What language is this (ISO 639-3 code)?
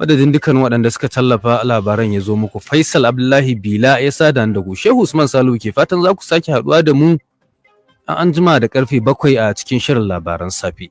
hau